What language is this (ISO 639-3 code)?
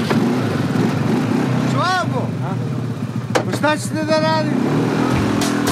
srp